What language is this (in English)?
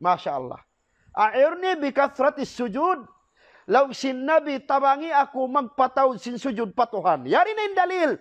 Tausug